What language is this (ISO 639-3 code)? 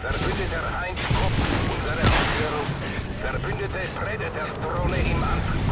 gsw